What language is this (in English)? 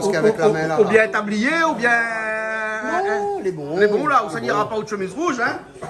Réunion Creole French